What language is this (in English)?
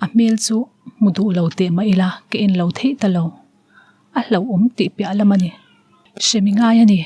Mizo